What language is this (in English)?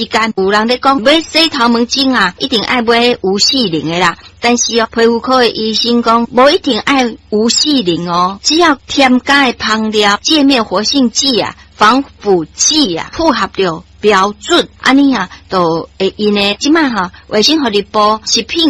Min Nan Chinese